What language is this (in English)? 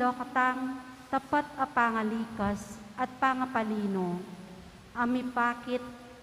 Pampanga